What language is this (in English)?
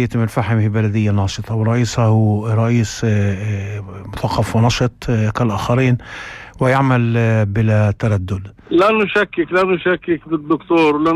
North Levantine Arabic